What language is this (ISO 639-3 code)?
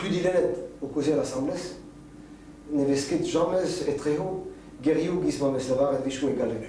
bre